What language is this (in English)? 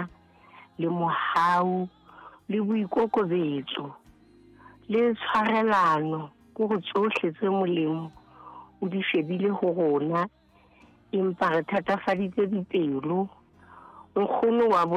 Southern Sotho